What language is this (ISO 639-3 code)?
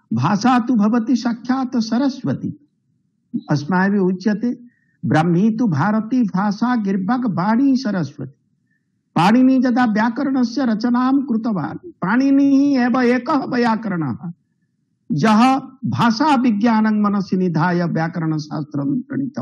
san